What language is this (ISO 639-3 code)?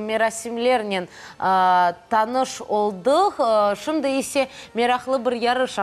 crh